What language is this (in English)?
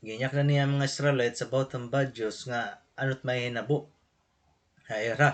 Waray